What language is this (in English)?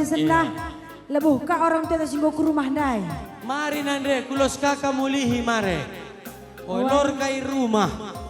Batak Karo